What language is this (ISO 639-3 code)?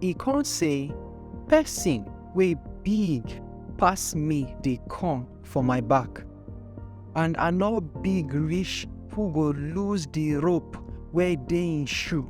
pcm